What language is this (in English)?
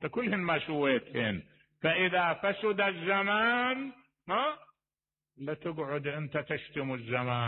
Mesopotamian Arabic